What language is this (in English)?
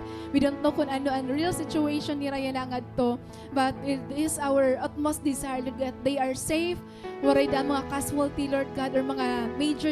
Waray